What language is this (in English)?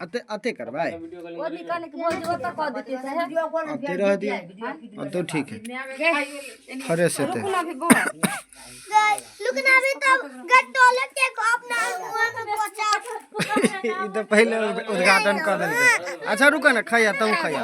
Maithili